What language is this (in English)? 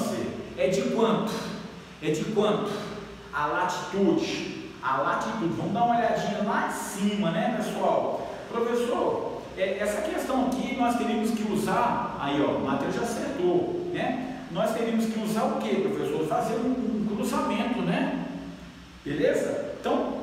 Portuguese